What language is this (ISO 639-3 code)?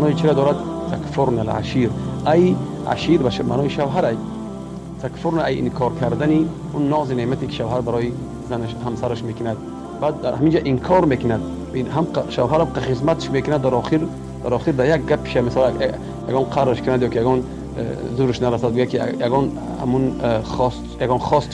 tgk